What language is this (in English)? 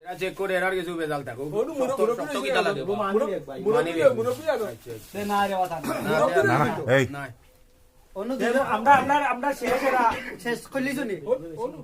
Sylheti